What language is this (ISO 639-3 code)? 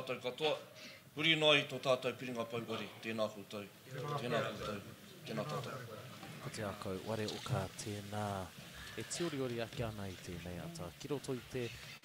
mri